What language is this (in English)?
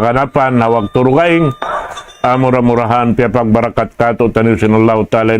Tausug